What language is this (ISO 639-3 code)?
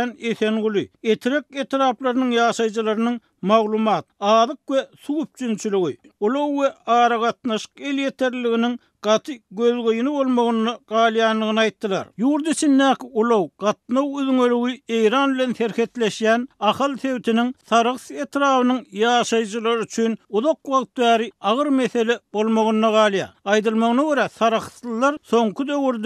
tuk